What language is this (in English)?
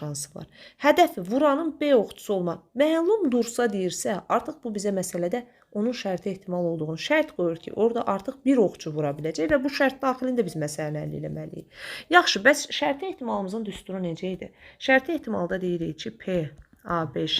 Azerbaijani